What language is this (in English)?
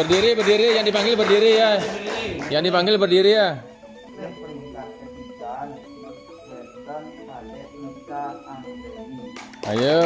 Balinese